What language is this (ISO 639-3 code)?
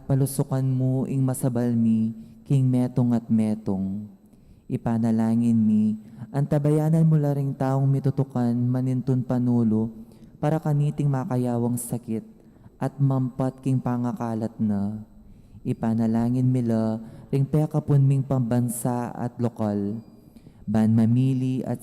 pam